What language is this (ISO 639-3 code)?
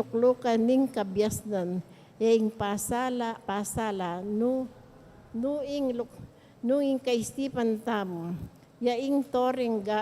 pam